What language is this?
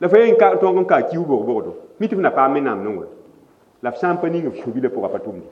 Mossi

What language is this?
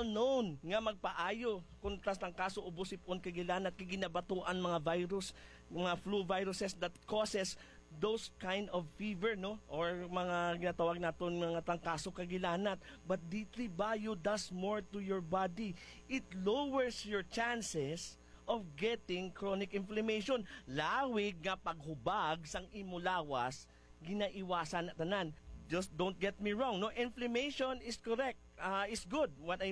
Hiligaynon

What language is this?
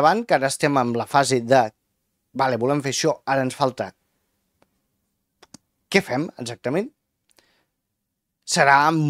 Catalan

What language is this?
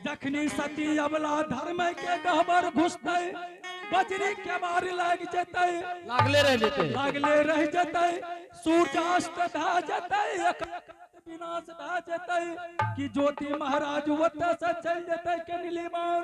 Angika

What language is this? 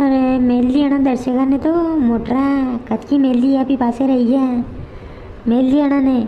Rajasthani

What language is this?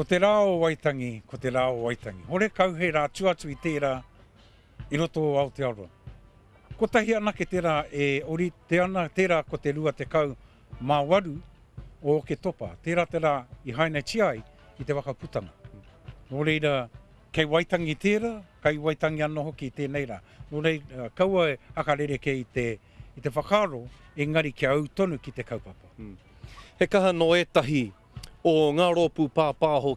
Māori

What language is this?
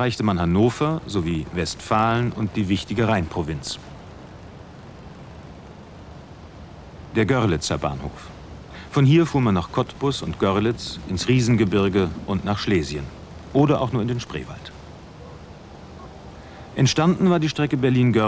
German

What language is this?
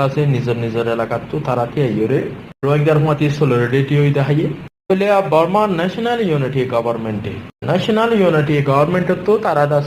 Rohingya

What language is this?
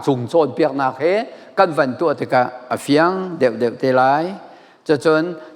Hakha Chin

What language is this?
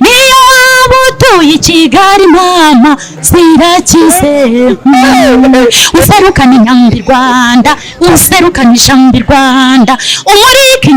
Kinyarwanda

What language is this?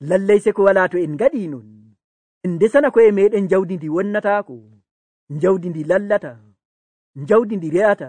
Nigerian Fulfulde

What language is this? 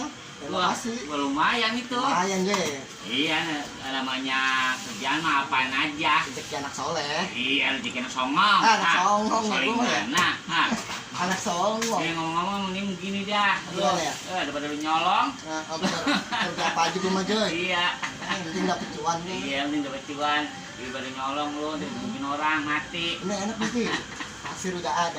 Betawi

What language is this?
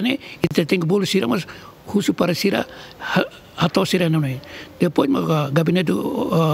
Tetum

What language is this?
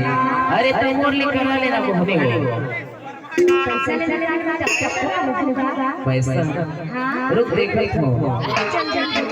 Chhattisgarhi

